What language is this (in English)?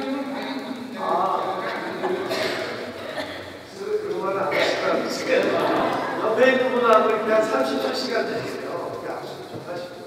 Korean